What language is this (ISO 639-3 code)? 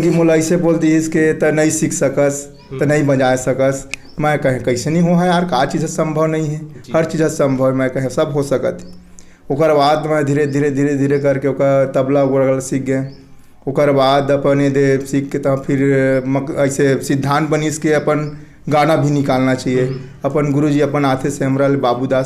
hne